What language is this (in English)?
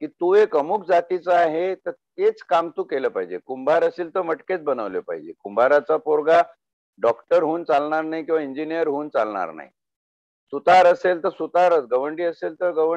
Marathi